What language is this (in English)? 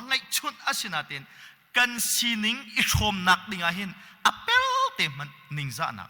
Hakha Chin